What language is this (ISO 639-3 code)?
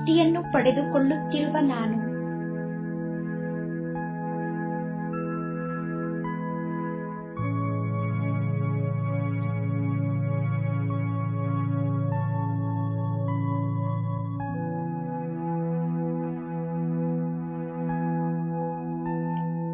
kan